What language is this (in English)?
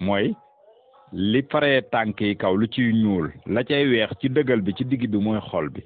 Wolof